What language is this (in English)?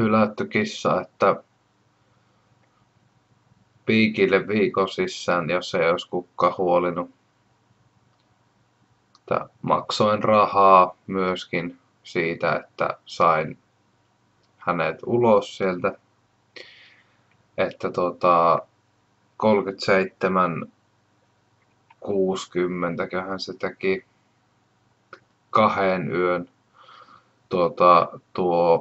Finnish